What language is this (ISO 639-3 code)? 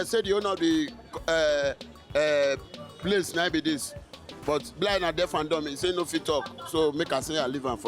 pcm